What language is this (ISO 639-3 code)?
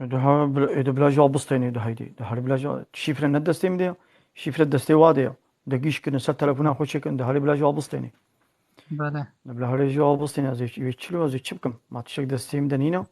kur